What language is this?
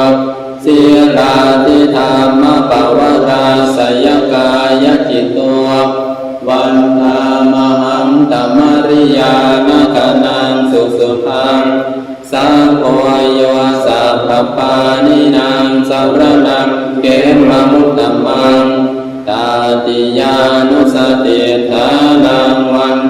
Pali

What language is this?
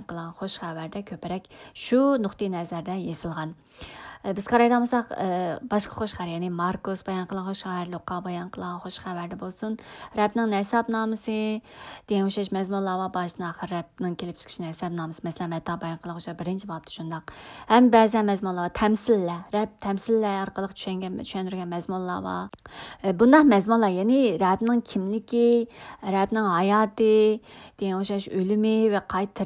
Uyghur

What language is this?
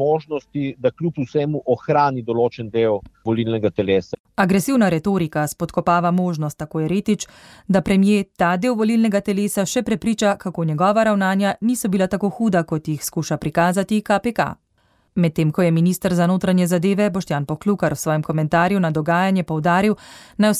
Slovenian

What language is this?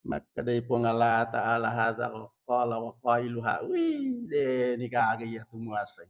Buginese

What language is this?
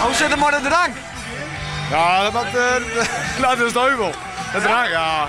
Western Frisian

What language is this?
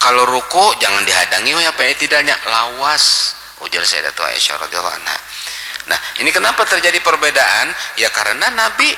Banjar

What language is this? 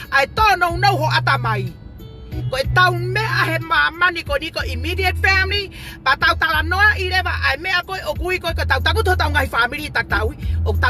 Tongan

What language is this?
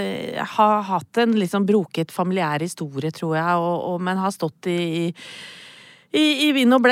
Norwegian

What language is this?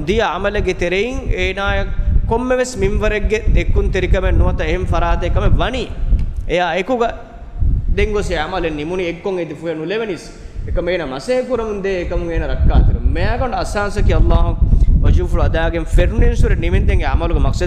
Divehi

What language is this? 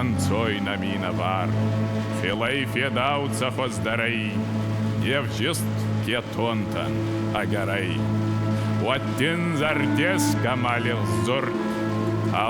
Ossetic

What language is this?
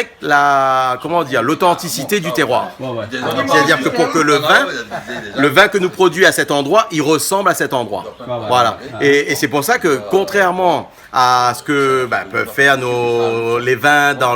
Réunion Creole French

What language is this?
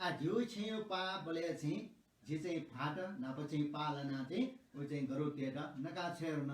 Newari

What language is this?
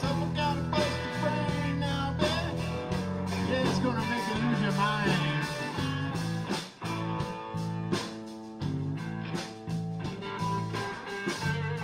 English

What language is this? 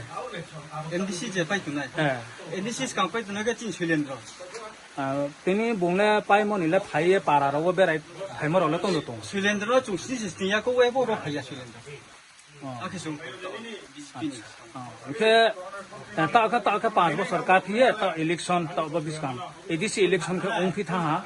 Riang (India)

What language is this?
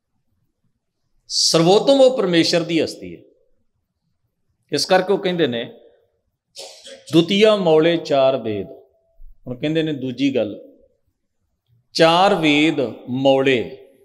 Punjabi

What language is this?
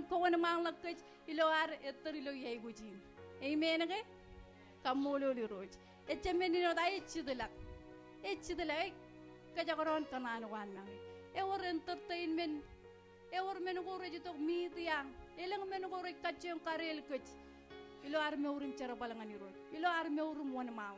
Marshallese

